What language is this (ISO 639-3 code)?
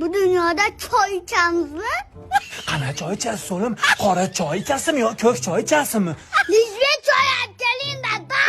uzb